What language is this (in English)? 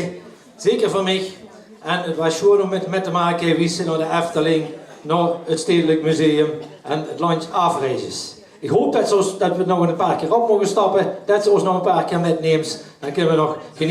Limburgish